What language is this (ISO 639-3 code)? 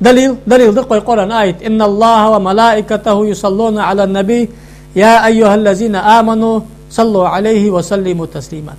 inh